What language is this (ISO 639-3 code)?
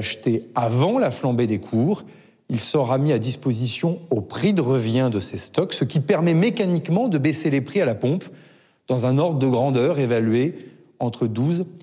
fra